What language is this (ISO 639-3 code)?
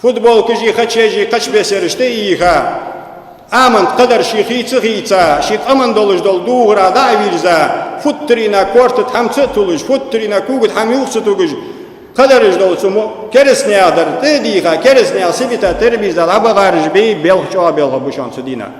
inh